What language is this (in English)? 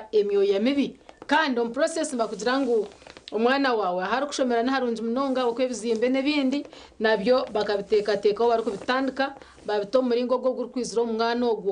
Nyankole